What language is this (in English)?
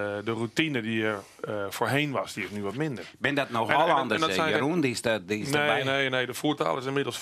Western Frisian